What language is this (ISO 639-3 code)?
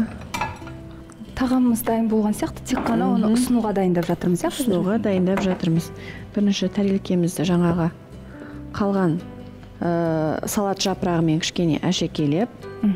kaz